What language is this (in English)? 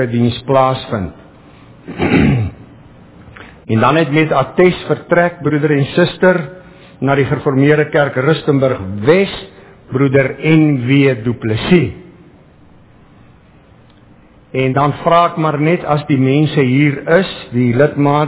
Afrikaans